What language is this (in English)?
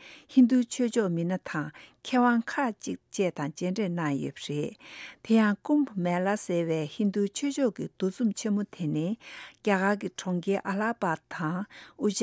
Tibetan